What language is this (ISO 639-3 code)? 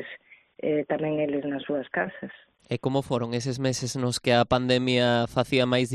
glg